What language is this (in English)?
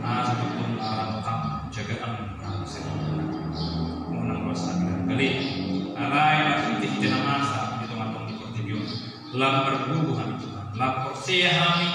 Batak Toba